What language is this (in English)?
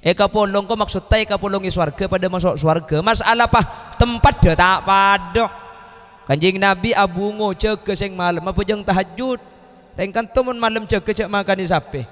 Madurese